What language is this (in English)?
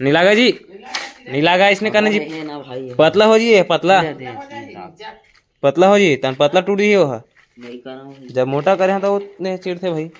Chhattisgarhi